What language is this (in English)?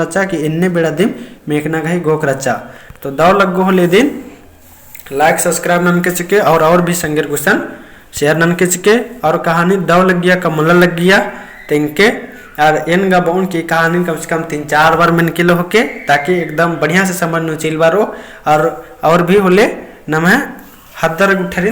Kurukh